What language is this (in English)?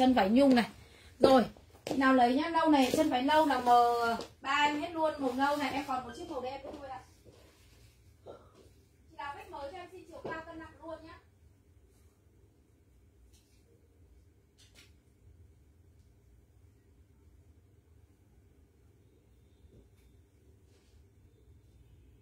Vietnamese